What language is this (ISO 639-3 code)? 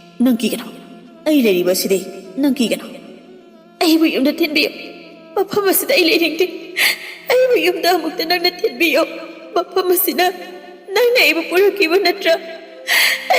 mni